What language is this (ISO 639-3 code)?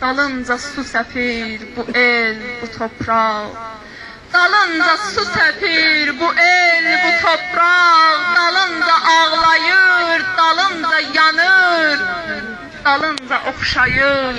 azb